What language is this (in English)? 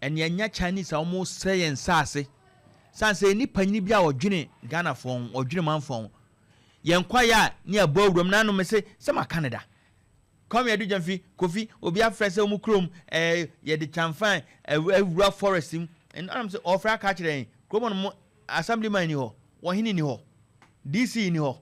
Akan